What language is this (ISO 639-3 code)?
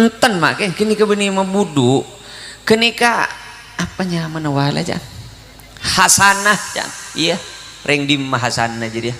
mad